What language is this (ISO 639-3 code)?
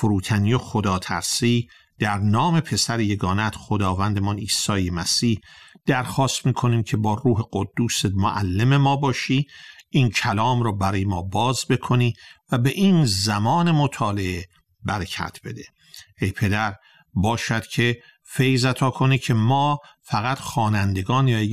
fas